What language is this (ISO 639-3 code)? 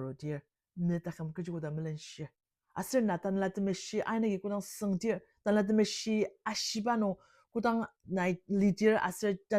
njo